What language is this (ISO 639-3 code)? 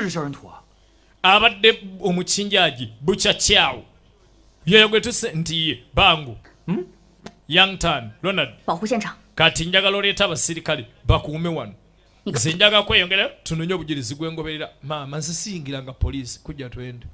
lug